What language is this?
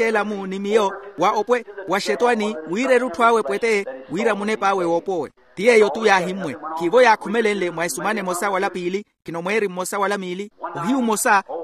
Makhuwa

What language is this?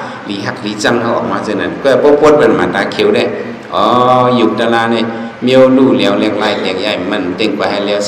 Shan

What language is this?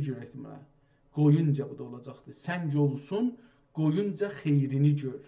South Azerbaijani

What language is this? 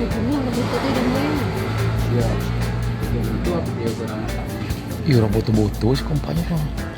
Minangkabau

